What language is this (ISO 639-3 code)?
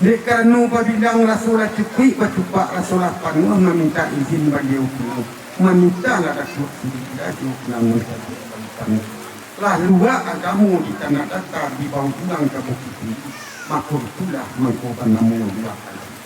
min